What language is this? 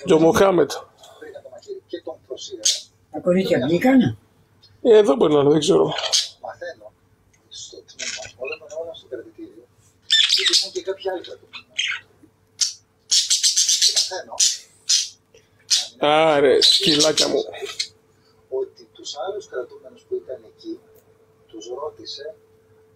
Greek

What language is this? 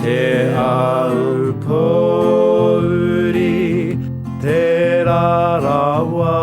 Māori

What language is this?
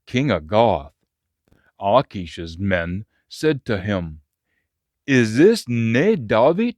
Scots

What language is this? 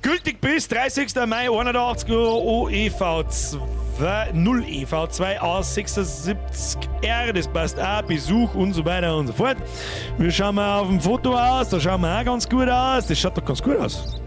Bavarian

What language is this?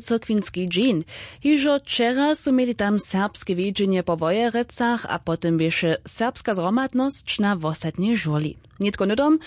Upper Sorbian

